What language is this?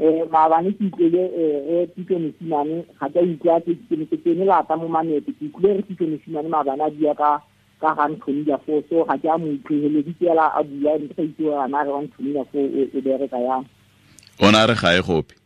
Tswana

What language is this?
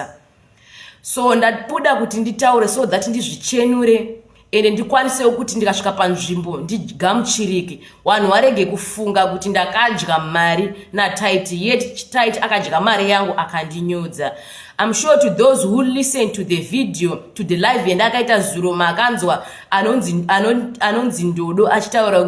Shona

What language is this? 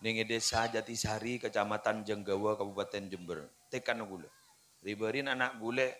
Madurese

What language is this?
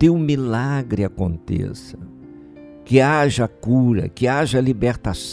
Portuguese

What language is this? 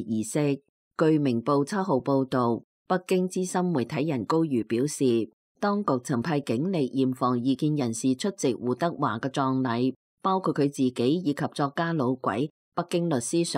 Cantonese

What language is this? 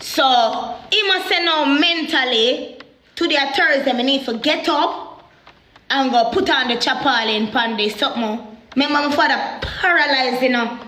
Jamaican Creole English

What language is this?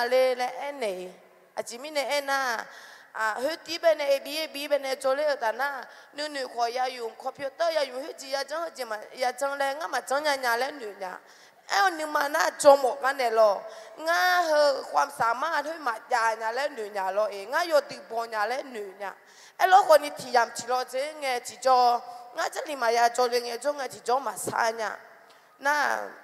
Akha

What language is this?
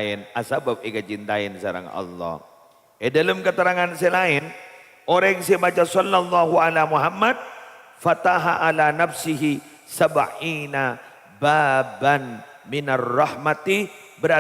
Madurese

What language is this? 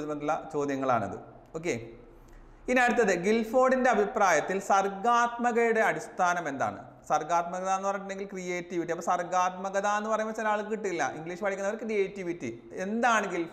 Malayalam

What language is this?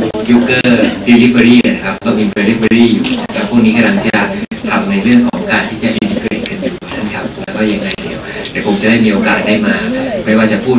Thai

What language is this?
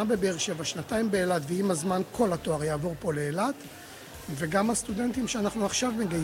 Hebrew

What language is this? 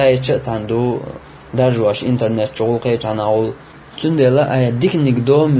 Chechen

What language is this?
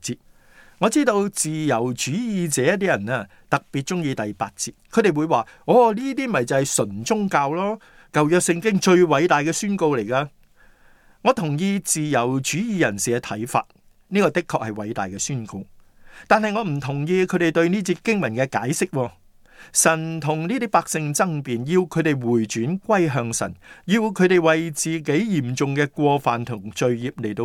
Cantonese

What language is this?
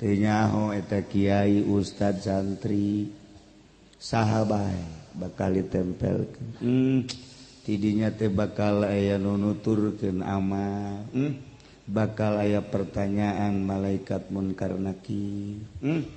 Sundanese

